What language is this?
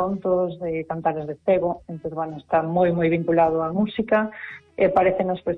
Galician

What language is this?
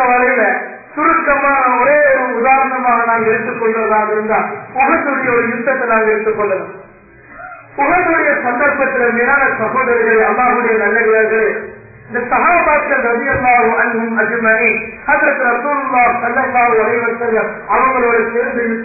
Tamil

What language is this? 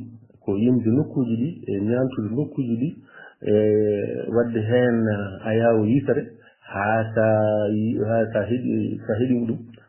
Fula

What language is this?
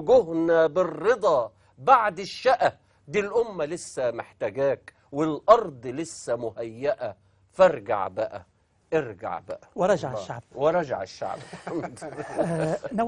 Egyptian Arabic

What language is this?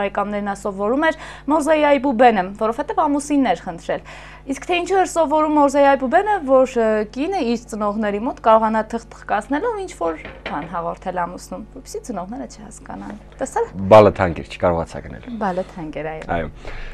Armenian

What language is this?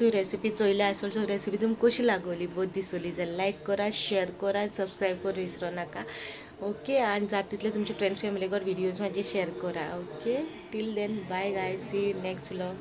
Konkani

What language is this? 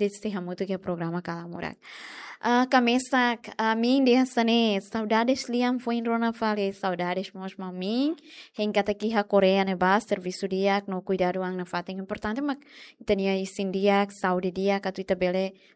Tetum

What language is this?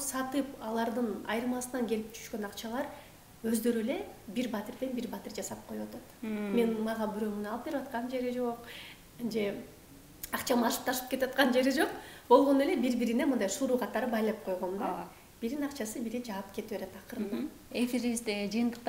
Kyrgyz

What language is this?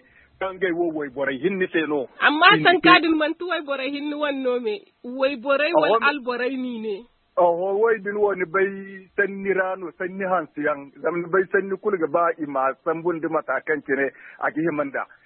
Zarma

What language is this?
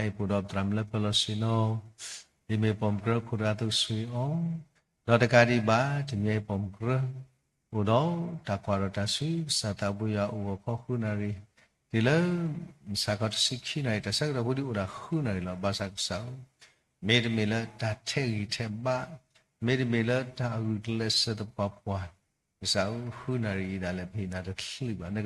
S'gaw Karen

